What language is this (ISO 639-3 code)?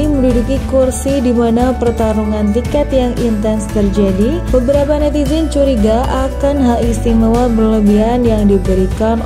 ind